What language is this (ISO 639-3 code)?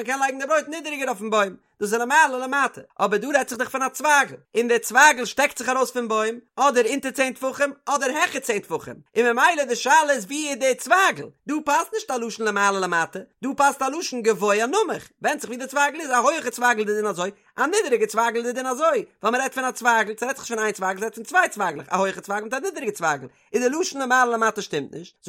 yid